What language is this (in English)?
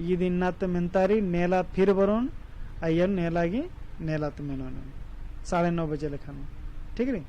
Kurukh